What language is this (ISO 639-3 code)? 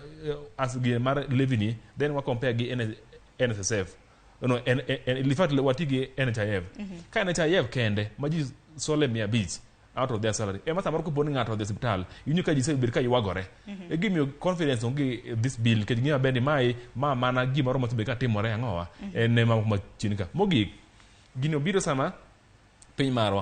luo